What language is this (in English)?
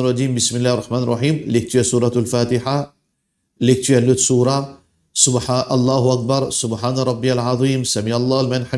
Morisyen